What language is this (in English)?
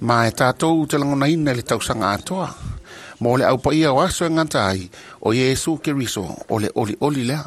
Samoan